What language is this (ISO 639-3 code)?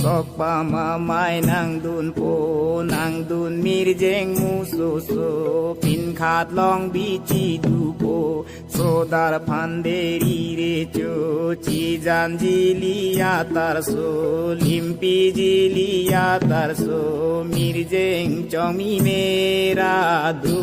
mjw